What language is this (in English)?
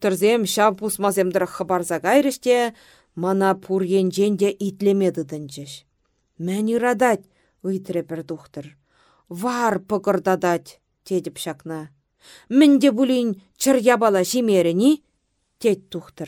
Chuvash